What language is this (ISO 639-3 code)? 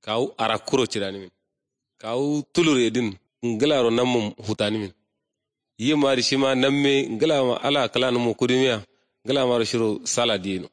kau